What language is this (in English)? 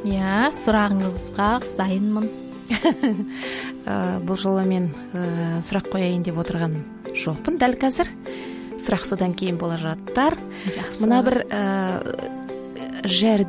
Kazakh